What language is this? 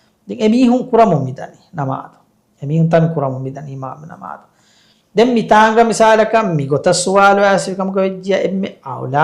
Divehi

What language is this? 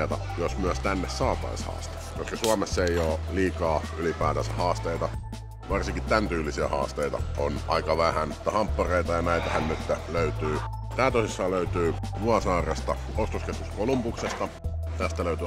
Finnish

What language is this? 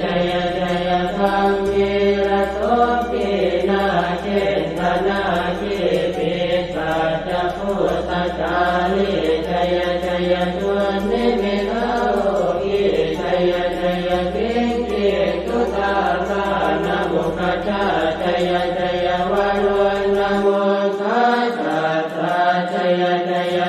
Pali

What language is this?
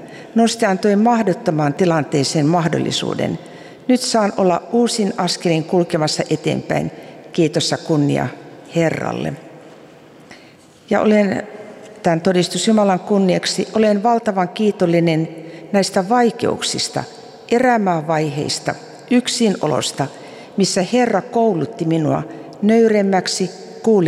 Finnish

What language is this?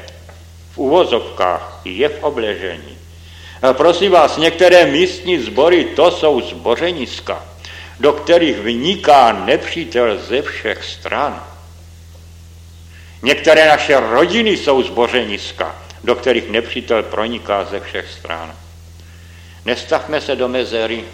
Czech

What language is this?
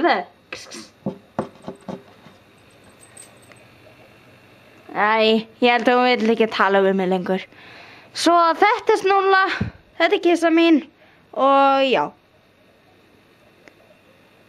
Icelandic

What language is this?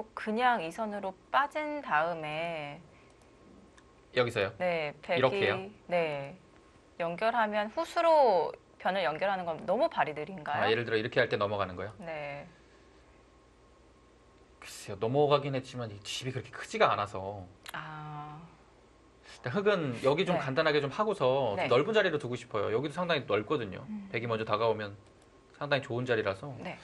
Korean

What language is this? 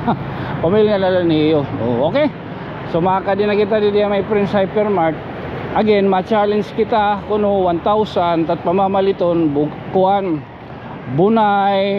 Waray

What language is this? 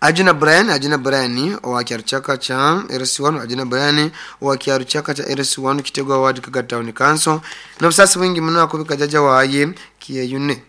Nyoro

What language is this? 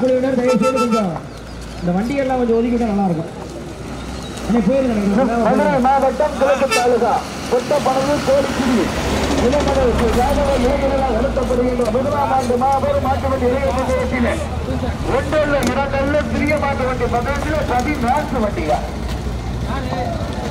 Tamil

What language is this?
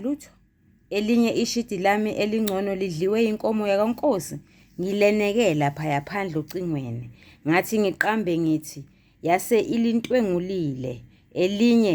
Zulu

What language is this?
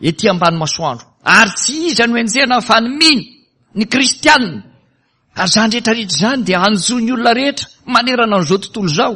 Malagasy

